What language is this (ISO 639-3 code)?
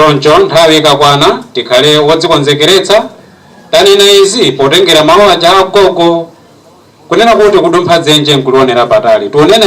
nya